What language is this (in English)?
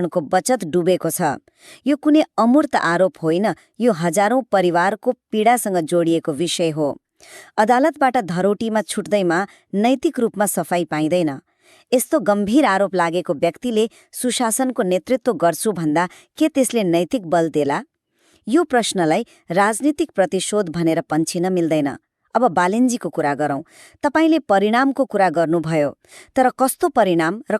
Nepali